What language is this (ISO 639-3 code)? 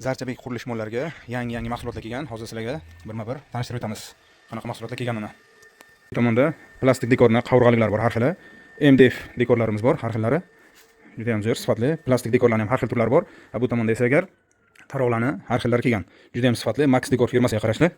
uzb